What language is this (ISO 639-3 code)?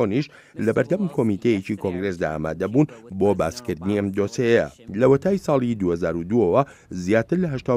ckb